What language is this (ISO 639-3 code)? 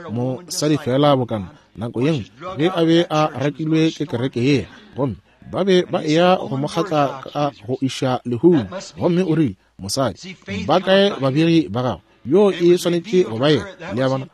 nso